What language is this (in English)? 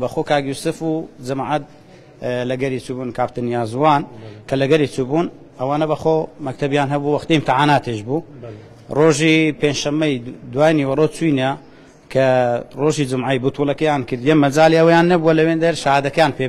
Central Kurdish